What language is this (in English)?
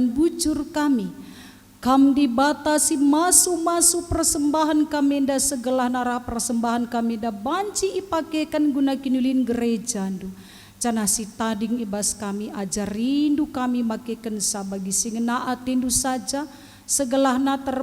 Batak Karo